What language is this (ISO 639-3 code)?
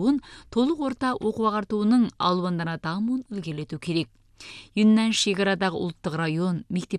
kaz